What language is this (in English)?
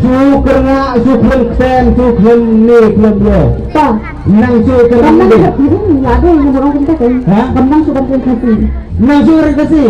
Khasi